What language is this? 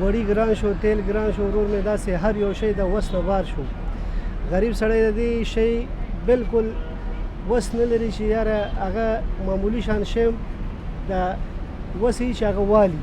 Pashto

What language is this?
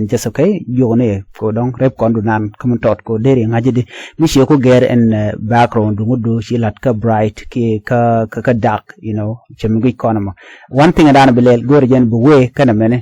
Nuer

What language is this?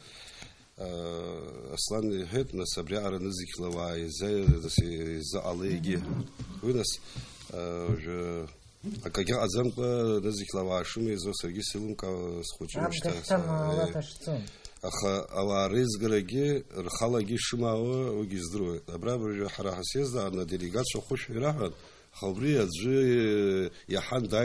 Abkhazian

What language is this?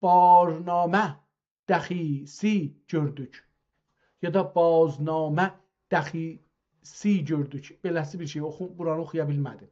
South Azerbaijani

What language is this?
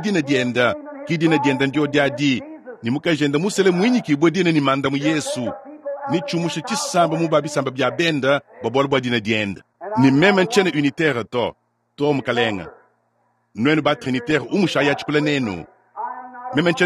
Luba-Lulua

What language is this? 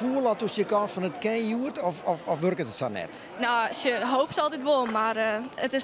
Western Frisian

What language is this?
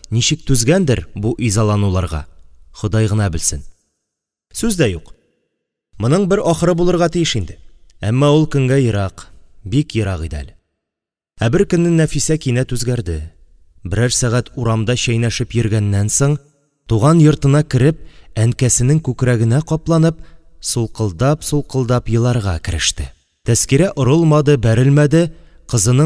Tatar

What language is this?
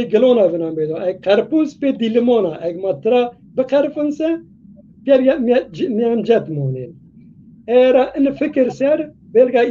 Zaza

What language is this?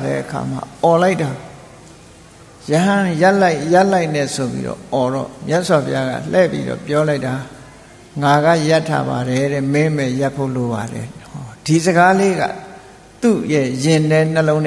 Burmese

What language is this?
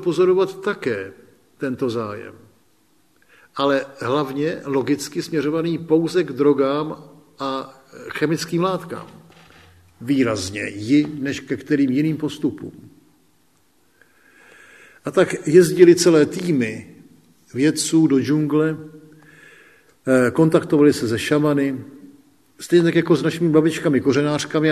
Czech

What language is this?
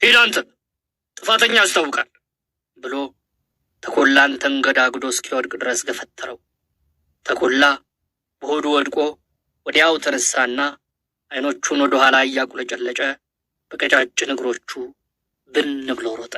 Amharic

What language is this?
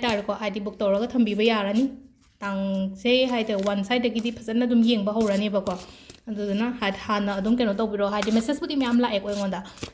Manipuri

